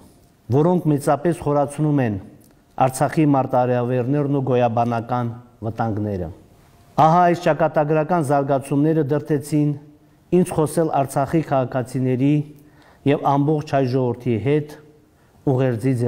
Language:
Armenian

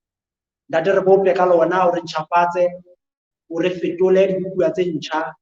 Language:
Southern Sotho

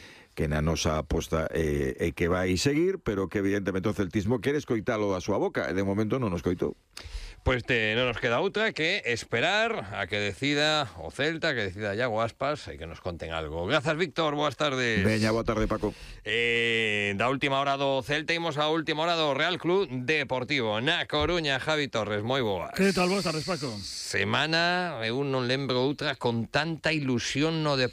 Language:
Galician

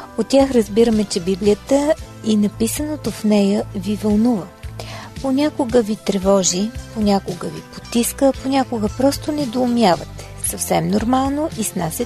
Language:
Bulgarian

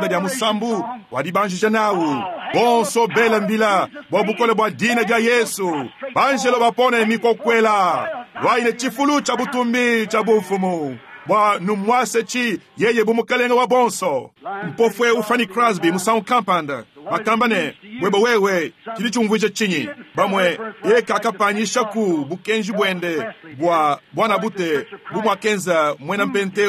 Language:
Luba-Lulua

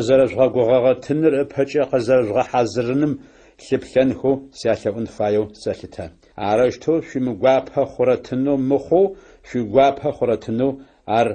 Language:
Adyghe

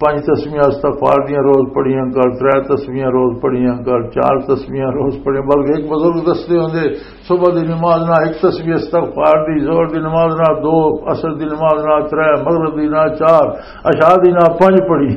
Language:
Western Panjabi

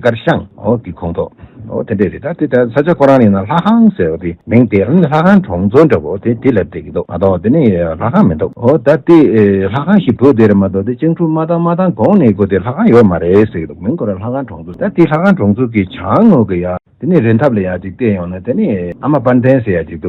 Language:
Tibetan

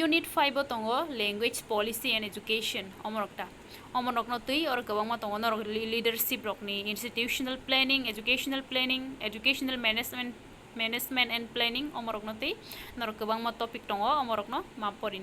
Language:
Kok Borok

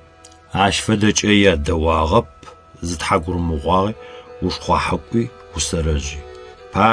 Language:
Adyghe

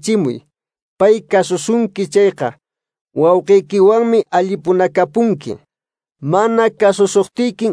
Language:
Quechua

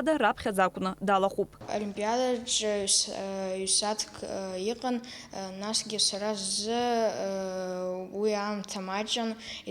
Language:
Abkhazian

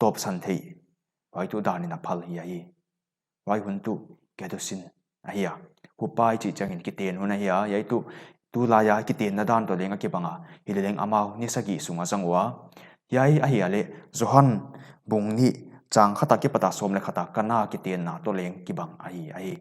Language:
Paite Chin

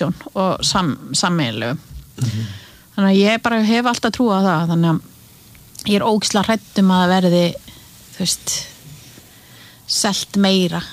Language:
Icelandic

